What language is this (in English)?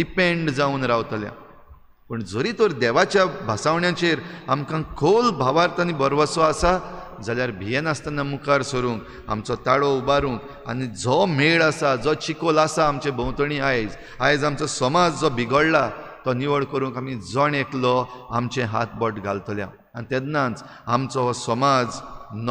Konkani